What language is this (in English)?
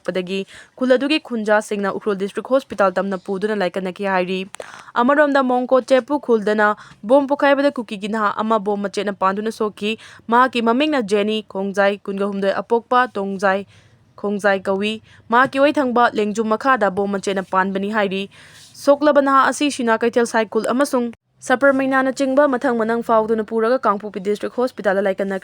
Manipuri